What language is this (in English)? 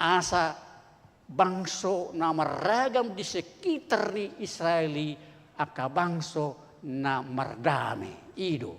Batak Toba